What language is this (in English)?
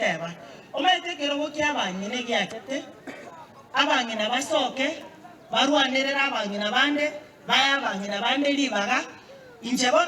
Gusii